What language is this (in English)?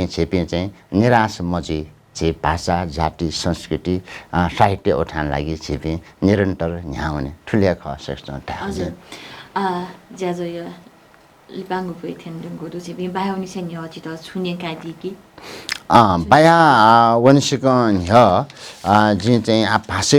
Newari